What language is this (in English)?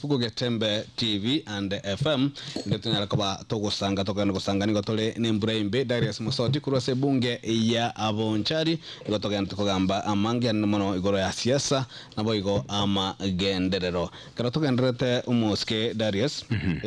Gusii